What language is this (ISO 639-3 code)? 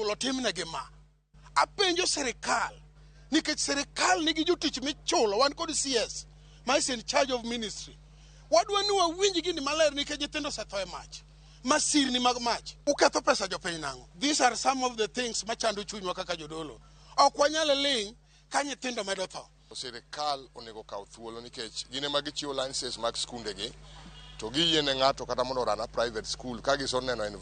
luo